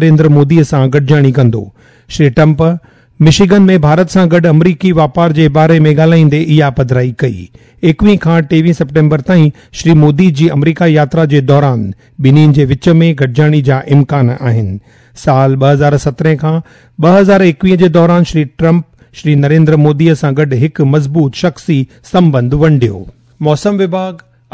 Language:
Sindhi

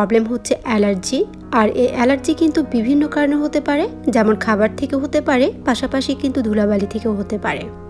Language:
Bangla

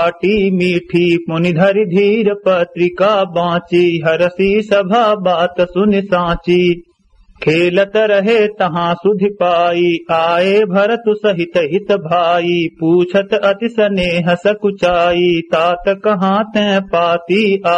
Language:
Awadhi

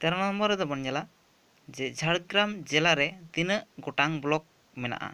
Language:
Santali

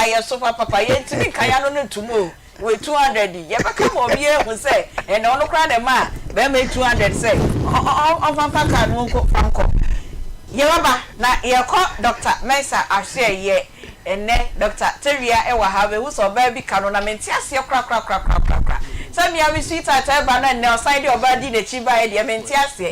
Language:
Akan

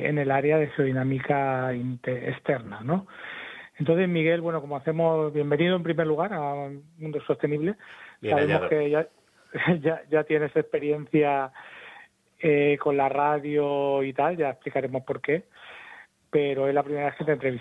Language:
Spanish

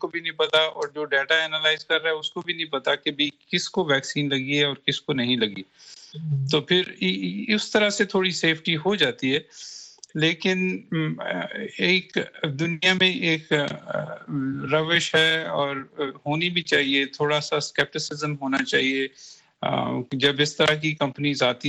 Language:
Urdu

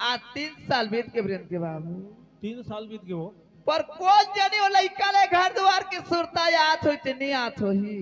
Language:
Chhattisgarhi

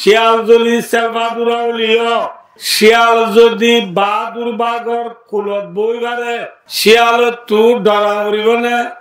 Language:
Rohingya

